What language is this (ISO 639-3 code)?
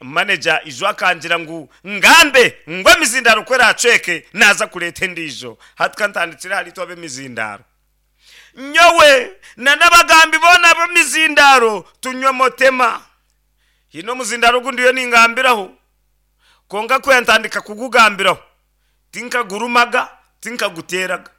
nyn